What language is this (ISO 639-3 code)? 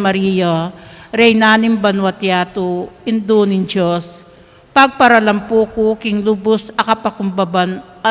pam